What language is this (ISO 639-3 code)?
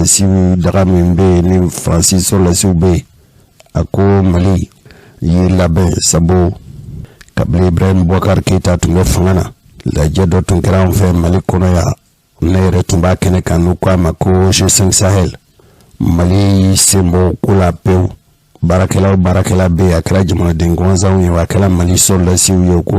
bam